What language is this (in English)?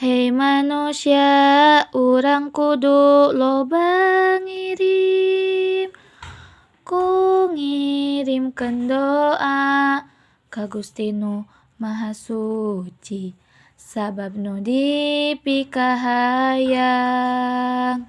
Sundanese